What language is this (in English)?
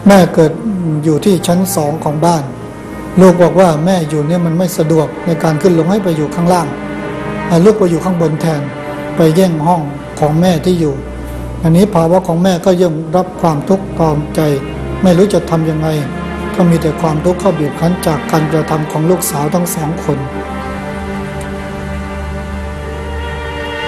Thai